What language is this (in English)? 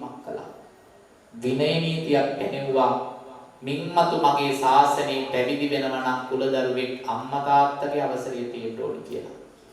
Sinhala